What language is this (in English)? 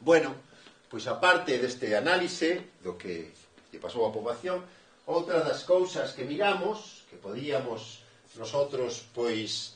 Galician